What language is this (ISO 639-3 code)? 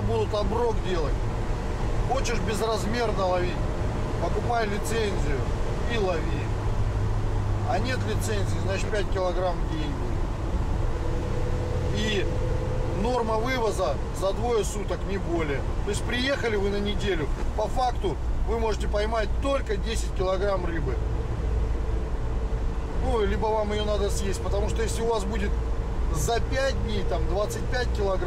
rus